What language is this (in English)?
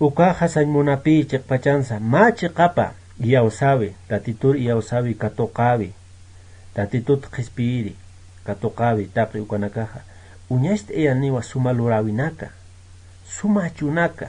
Aymara